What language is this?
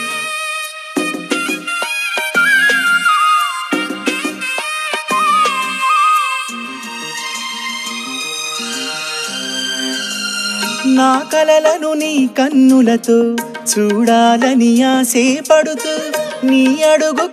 Telugu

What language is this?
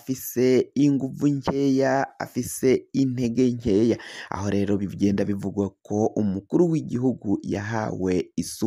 Rundi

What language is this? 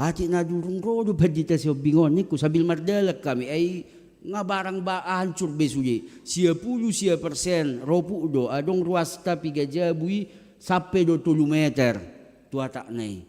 Batak Toba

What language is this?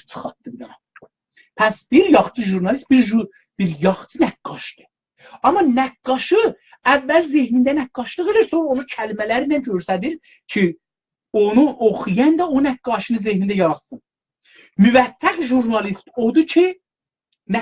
South Azerbaijani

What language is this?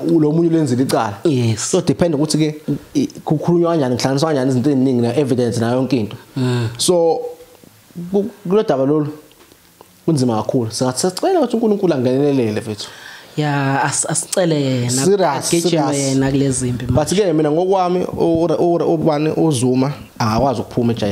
Zulu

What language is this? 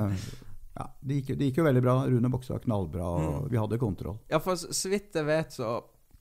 Norwegian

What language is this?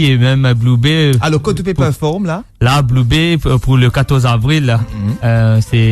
Morisyen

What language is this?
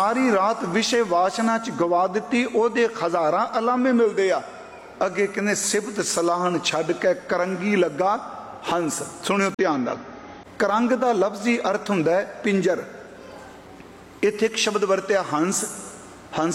Punjabi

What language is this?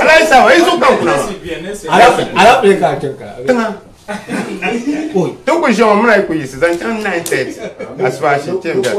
Dagbani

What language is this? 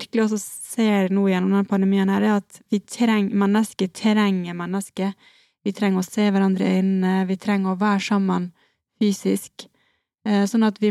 Norwegian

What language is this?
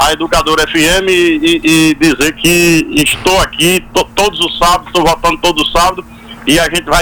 Portuguese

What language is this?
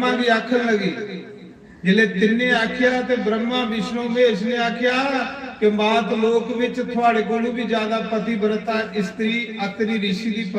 Dogri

